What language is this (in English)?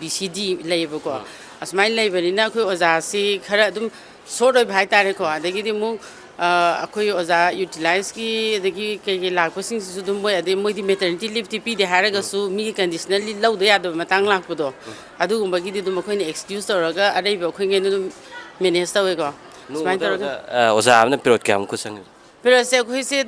Manipuri